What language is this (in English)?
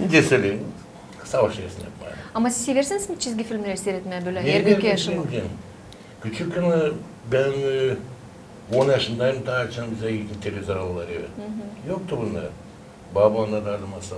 Gagauz